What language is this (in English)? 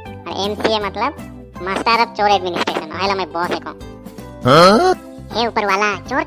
Sadri